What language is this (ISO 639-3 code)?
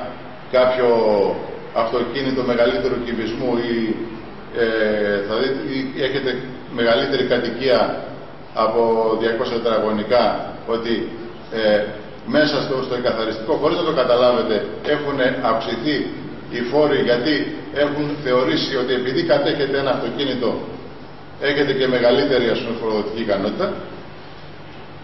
ell